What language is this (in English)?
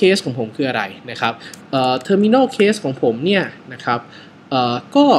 Thai